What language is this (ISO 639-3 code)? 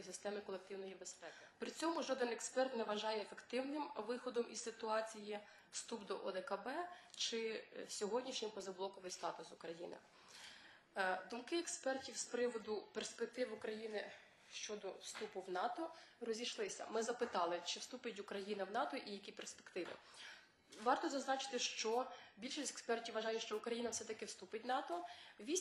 ukr